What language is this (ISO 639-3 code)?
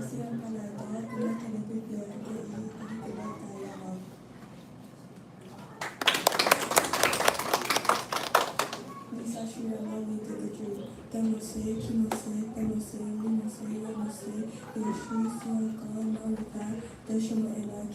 ksw